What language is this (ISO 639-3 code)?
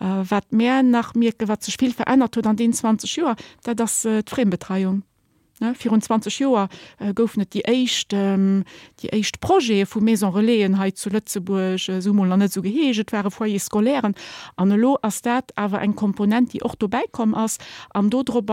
ltz